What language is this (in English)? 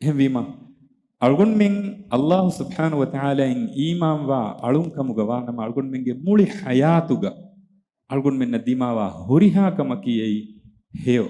Divehi